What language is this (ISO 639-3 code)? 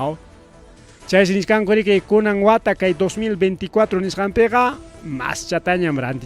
quy